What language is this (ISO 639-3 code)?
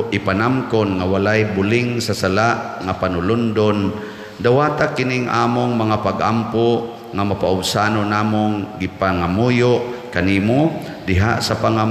ceb